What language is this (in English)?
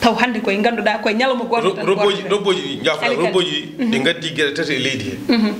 Fula